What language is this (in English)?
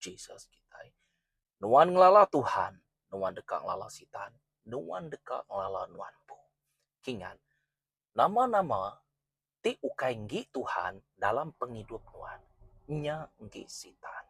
Iban